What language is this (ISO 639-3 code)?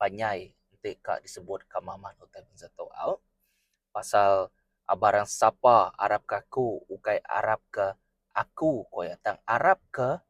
iba